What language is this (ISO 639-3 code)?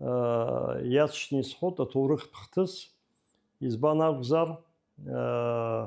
abk